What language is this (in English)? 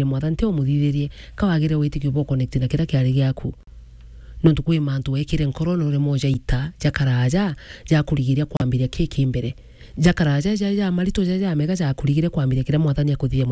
Meru